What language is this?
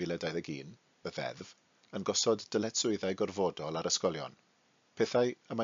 Welsh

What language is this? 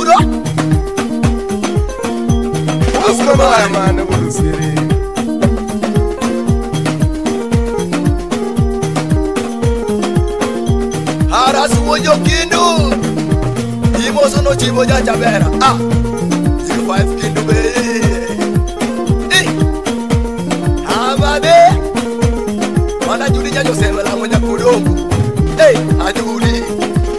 Luo (Kenya and Tanzania)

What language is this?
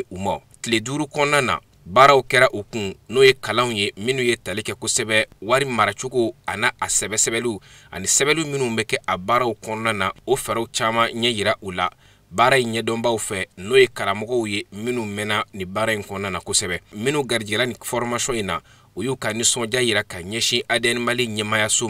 Bambara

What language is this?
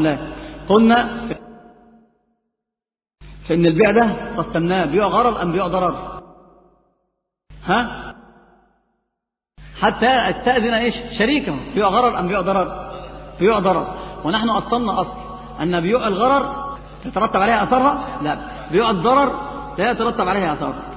Arabic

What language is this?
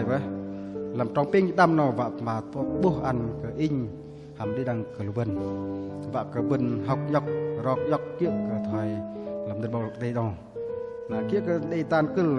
Bahnar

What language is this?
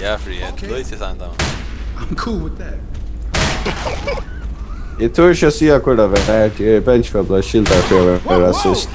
Faroese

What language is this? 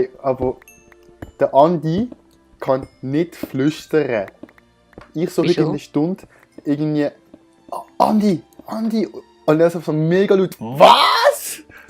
Swiss German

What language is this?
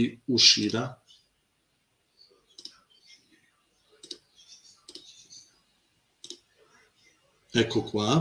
Italian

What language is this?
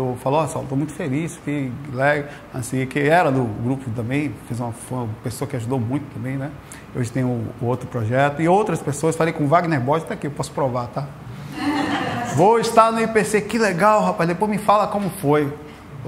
Portuguese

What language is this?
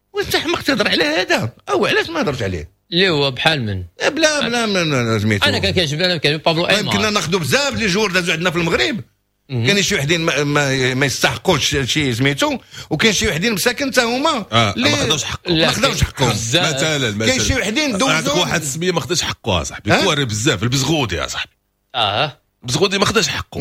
Moroccan Arabic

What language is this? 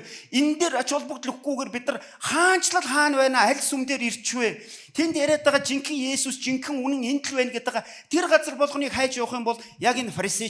Mongolian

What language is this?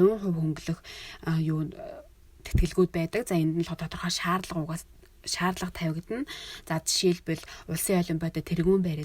Mongolian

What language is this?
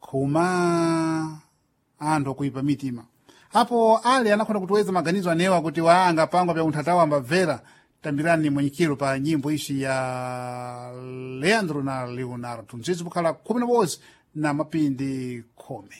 Sena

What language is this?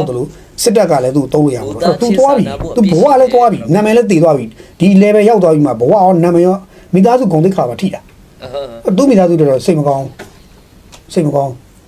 Burmese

